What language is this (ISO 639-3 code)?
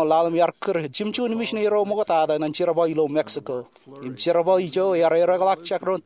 mah